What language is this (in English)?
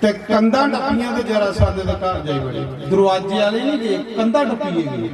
Dogri